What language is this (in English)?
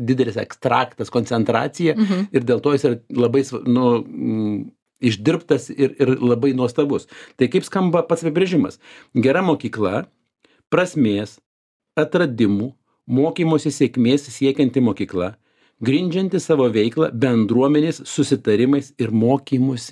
Lithuanian